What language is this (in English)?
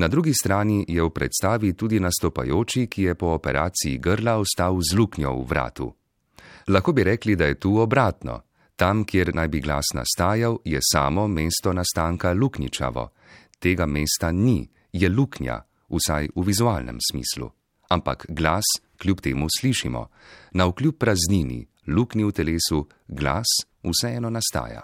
Slovenian